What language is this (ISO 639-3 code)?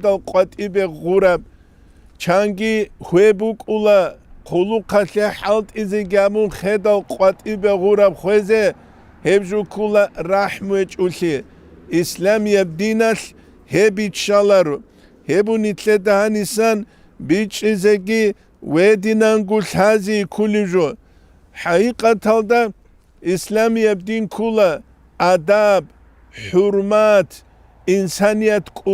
ava